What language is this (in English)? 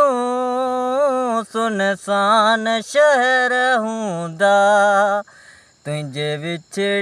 Sindhi